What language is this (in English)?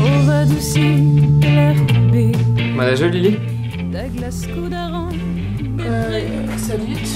Breton